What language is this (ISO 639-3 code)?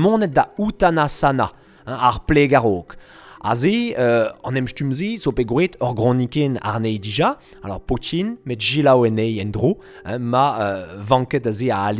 bre